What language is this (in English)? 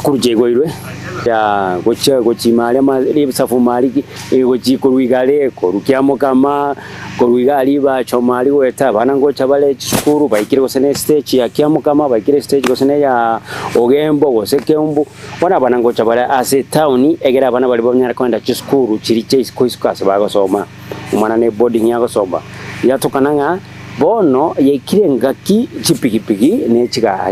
Gusii